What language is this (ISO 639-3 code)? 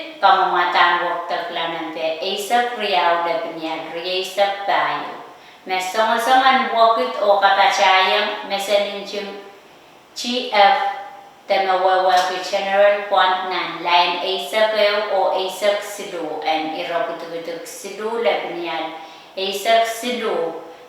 pon